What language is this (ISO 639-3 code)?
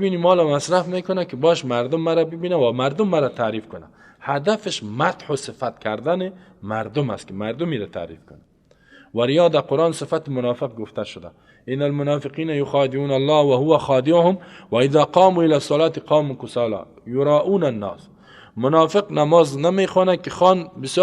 fas